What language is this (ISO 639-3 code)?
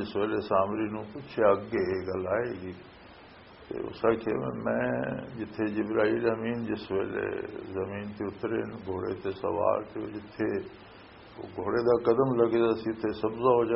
lah